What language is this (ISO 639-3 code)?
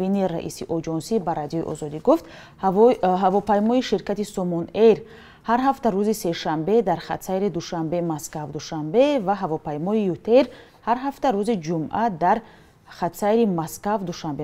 tgk